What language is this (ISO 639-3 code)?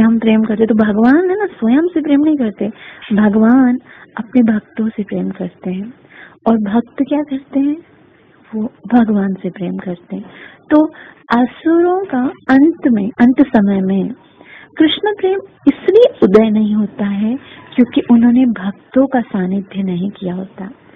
hin